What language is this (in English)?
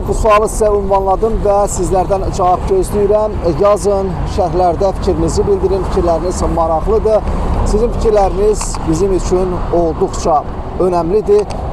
Azerbaijani